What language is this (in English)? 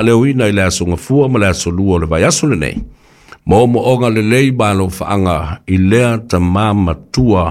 Samoan